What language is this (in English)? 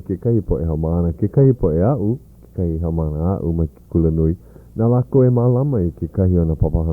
Hawaiian